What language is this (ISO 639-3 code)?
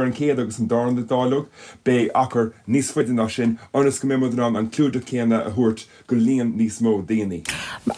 gle